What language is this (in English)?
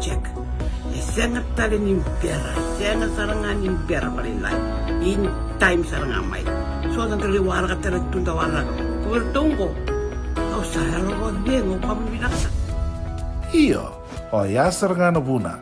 Fijian